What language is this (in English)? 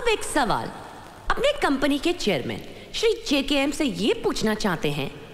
Hindi